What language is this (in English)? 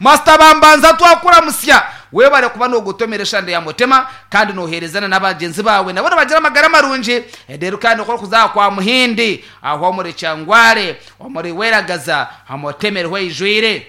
Nyankole